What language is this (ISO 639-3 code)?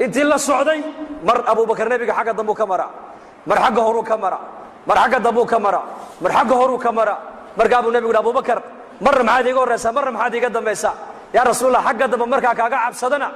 som